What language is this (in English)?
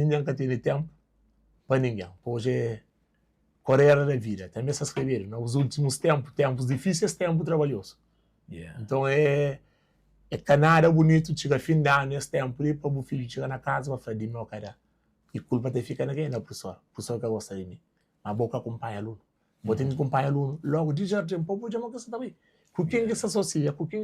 Kabuverdianu